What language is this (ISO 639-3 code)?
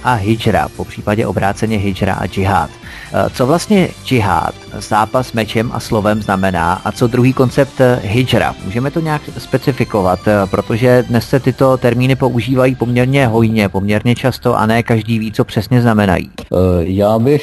ces